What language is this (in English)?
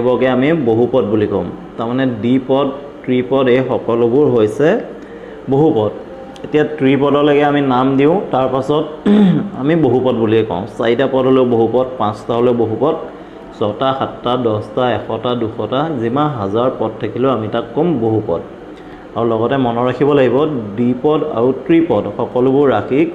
Assamese